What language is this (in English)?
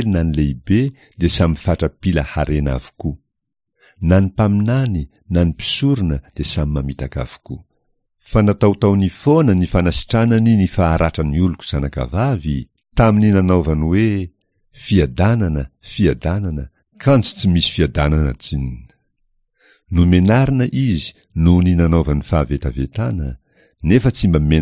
Malagasy